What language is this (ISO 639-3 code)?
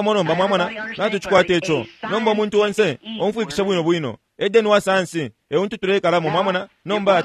bem